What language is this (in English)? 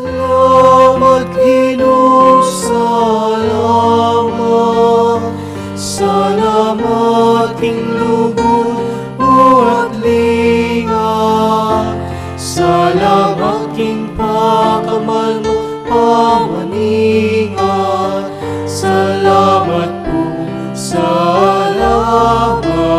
Pampanga